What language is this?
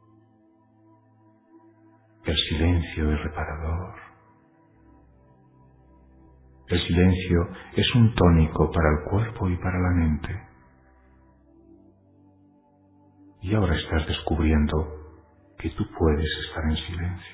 Spanish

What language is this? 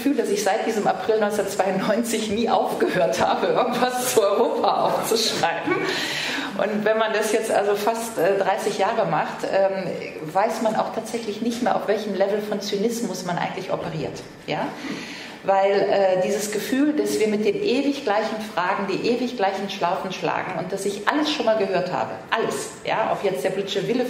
German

